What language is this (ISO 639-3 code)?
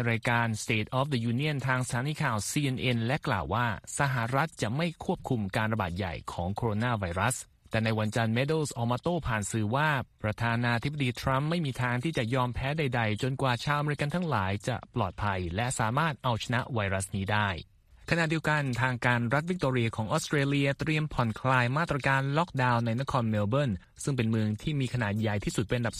tha